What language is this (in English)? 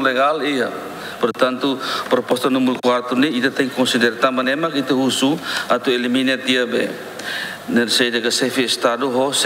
Tetum